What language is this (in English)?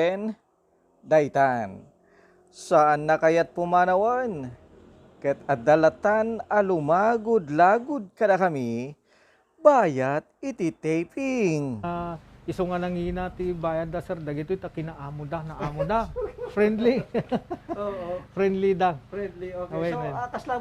Iloko